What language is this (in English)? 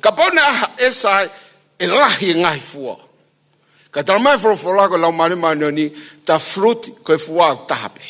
Tongan